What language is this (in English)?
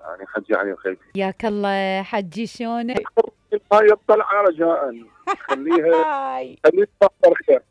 Mesopotamian Arabic